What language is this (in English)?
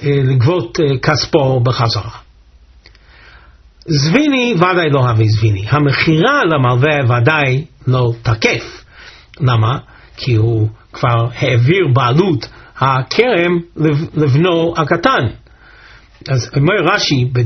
Hebrew